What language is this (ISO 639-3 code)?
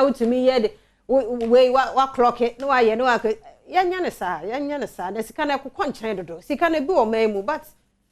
aka